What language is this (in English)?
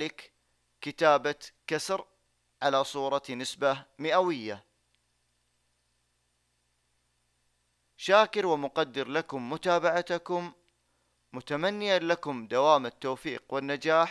Arabic